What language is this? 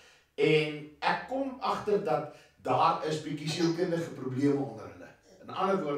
Afrikaans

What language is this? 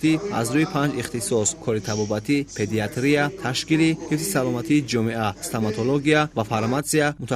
Tajik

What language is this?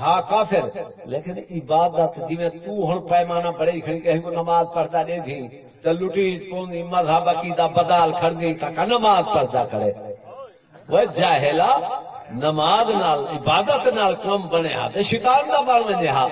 Saraiki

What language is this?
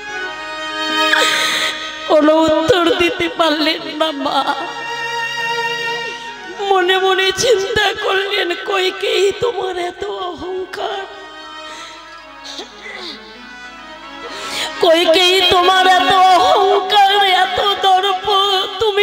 Bangla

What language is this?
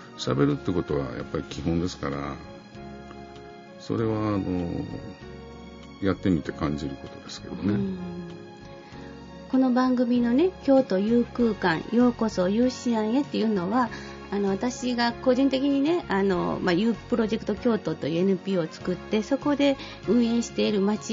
Japanese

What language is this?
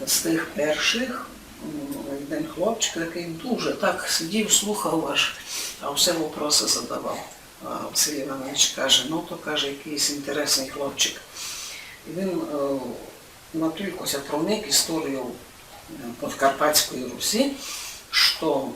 Rusyn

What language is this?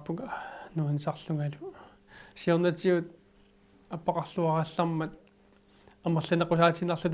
Kalaallisut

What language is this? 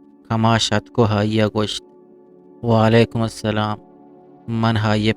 Eastern Balochi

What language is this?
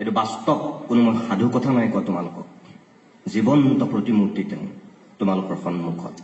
Assamese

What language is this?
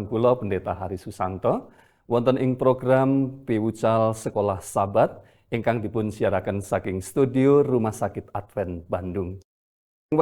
Javanese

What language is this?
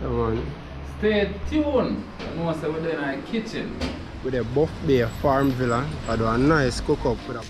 Jamaican Creole English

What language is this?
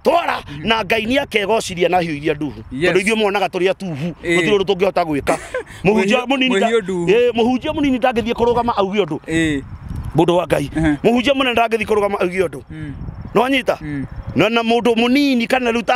Kikuyu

